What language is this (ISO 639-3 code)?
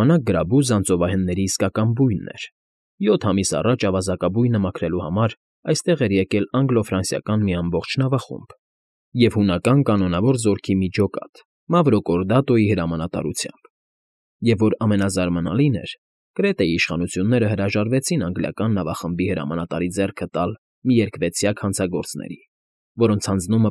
hye